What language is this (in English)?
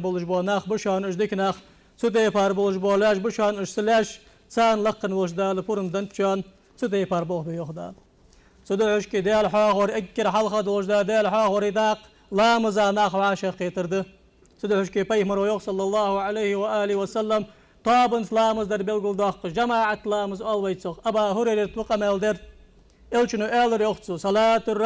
Ingush